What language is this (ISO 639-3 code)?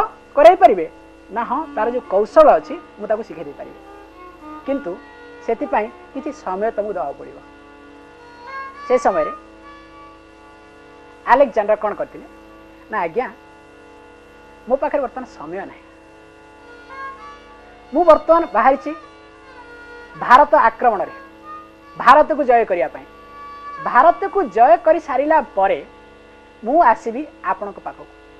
ori